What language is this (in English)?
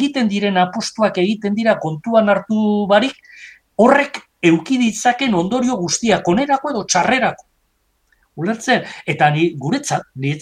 Basque